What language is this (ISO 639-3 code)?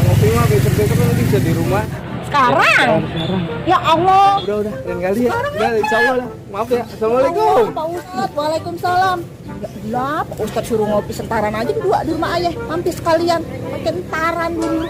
bew